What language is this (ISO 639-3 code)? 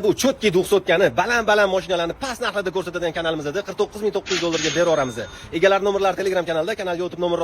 uzb